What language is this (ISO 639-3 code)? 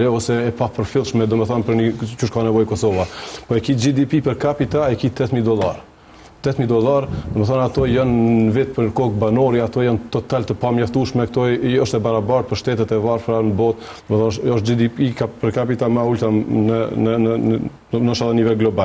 sqi